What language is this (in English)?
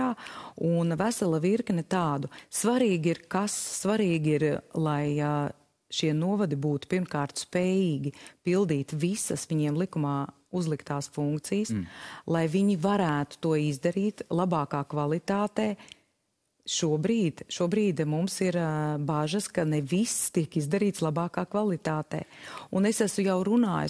Latvian